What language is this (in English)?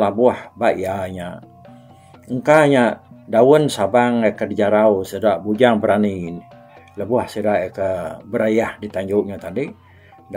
Iban